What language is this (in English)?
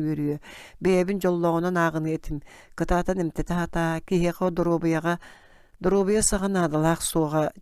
Yakut